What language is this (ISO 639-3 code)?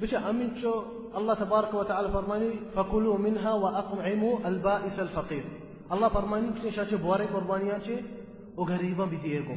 bal